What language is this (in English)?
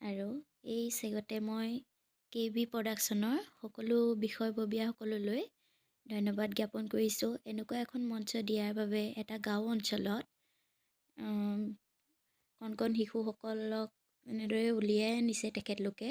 Assamese